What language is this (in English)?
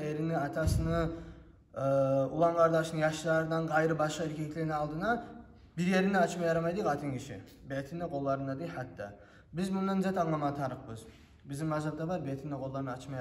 Kumyk